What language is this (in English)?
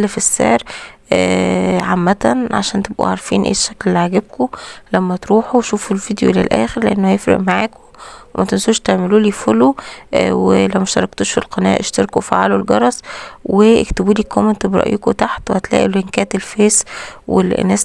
Egyptian Arabic